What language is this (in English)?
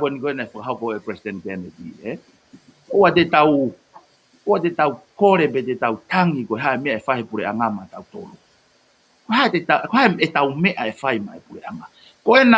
Tongan